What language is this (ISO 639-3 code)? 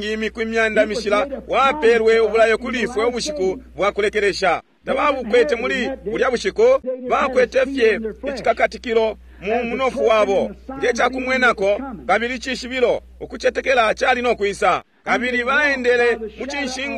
bem